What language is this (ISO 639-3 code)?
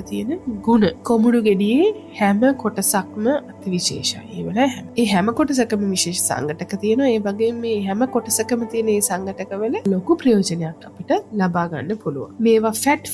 sin